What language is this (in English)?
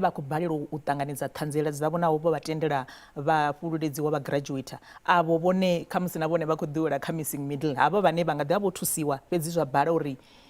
Venda